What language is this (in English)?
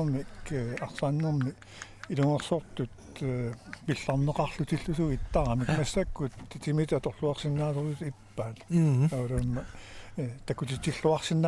Kalaallisut